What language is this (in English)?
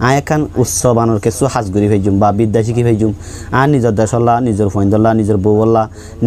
Rohingya